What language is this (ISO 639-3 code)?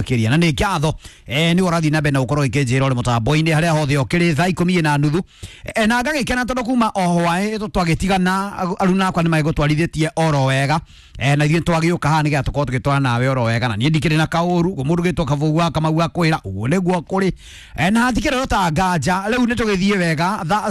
kik